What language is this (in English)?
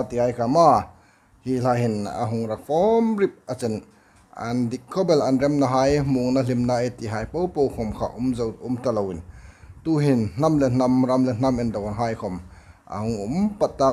Hmar